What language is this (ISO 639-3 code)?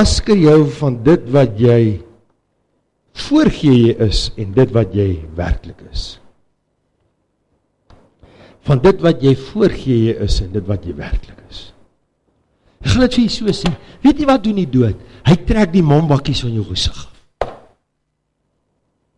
afr